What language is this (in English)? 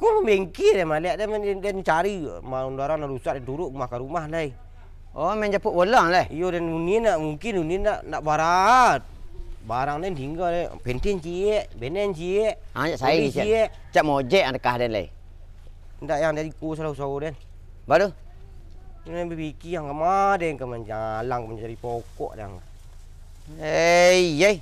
Minangkabau